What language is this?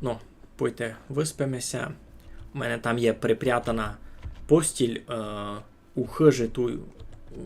Rusyn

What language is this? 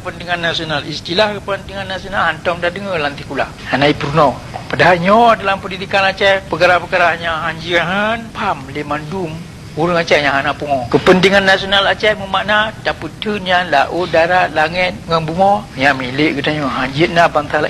Achinese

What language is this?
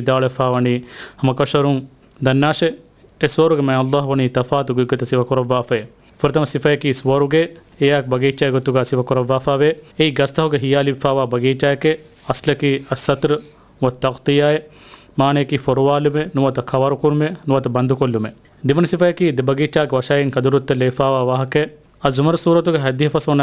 Divehi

